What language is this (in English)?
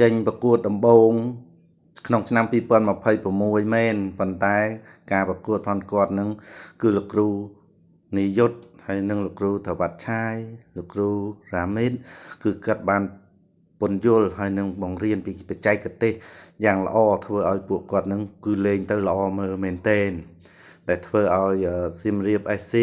Khmer